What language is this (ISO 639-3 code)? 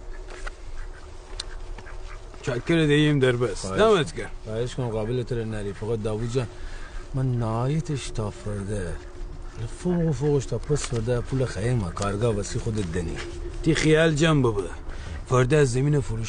fas